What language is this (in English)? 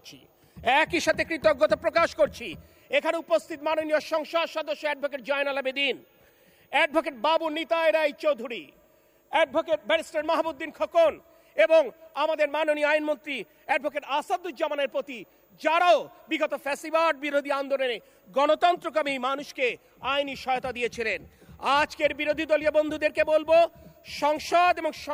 Bangla